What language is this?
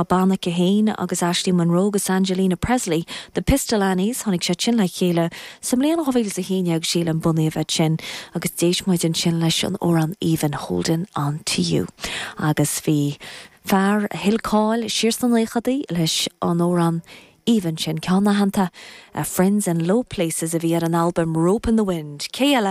Irish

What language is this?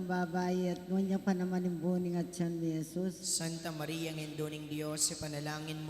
Pampanga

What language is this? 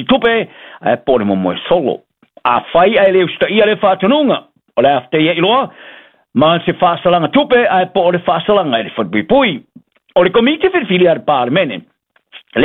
Samoan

